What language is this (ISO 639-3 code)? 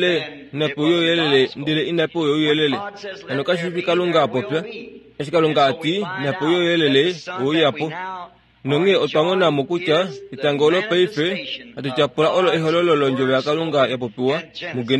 kua